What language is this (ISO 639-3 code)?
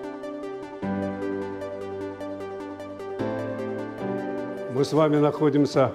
kaz